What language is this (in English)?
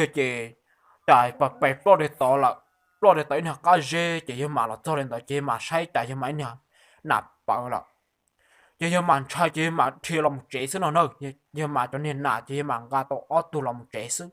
Hmong